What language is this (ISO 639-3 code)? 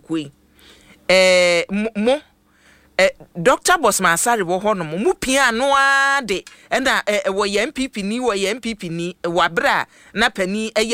aka